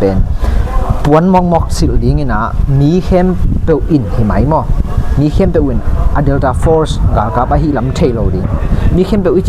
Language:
Tedim Chin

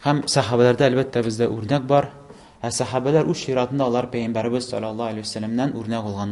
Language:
Tatar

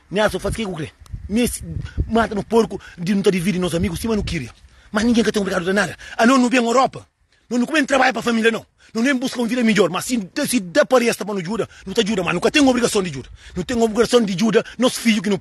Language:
Kabuverdianu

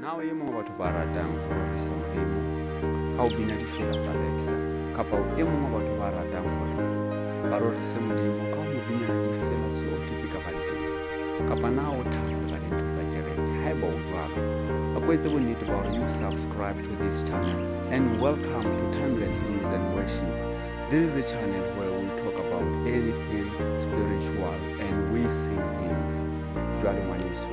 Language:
Southern Sotho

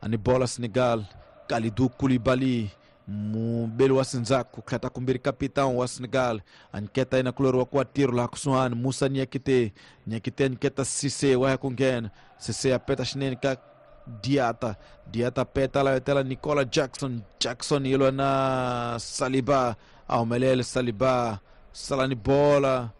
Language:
Tsonga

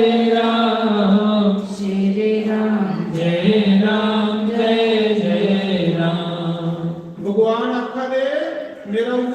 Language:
Dogri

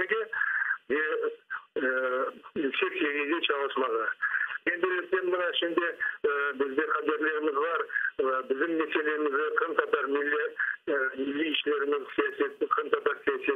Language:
Crimean Tatar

